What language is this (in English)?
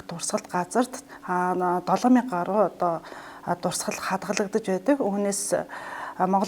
Mongolian